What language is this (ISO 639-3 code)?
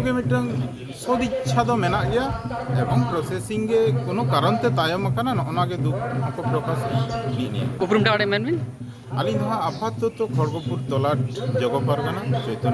sat